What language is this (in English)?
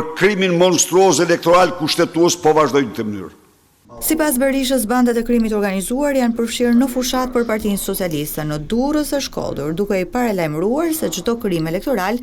Albanian